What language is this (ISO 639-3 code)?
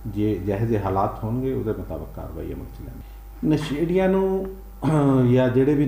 pan